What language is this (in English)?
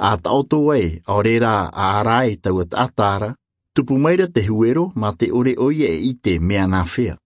Tahitian